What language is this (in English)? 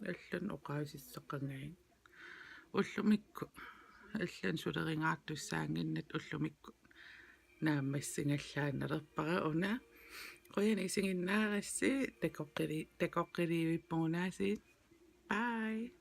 Kalaallisut